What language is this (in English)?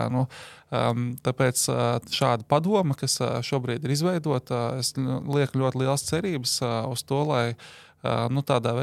Latvian